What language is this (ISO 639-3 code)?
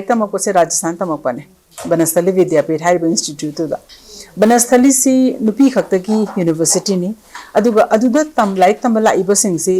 mni